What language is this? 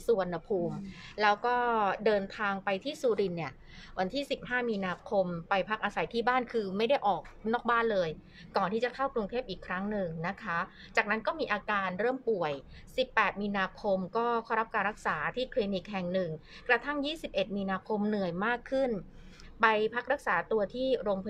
Thai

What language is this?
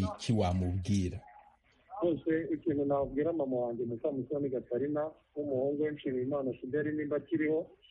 Kinyarwanda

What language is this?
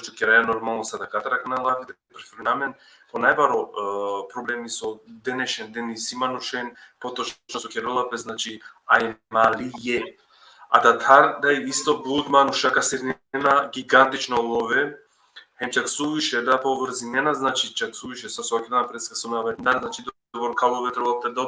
Balkan Romani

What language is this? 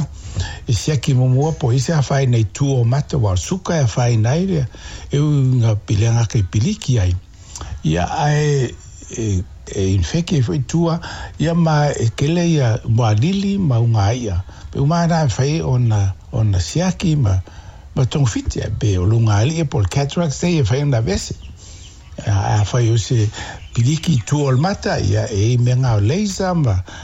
Samoan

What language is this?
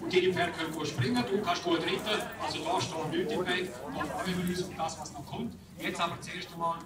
Romansh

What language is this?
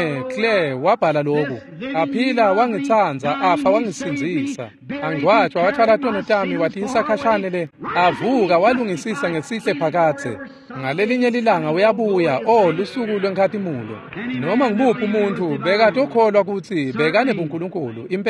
Swati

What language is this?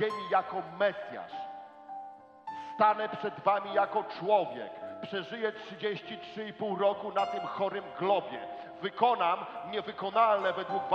Polish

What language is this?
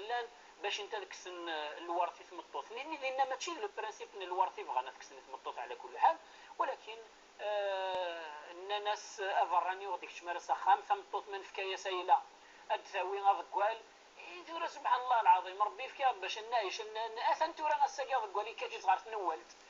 Kabyle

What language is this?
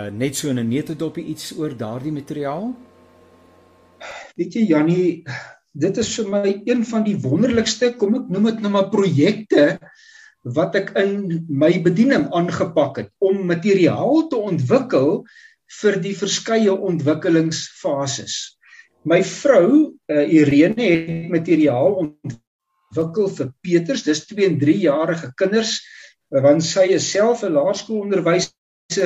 Afrikaans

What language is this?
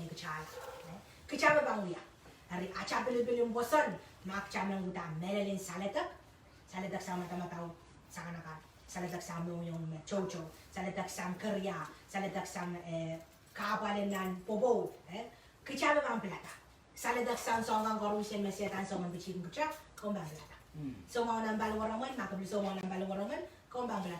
Pohnpeian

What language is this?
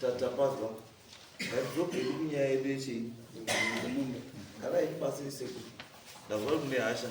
Shona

